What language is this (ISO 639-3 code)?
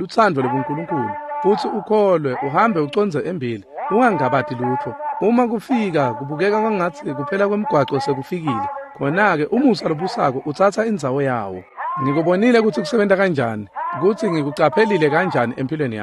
ssw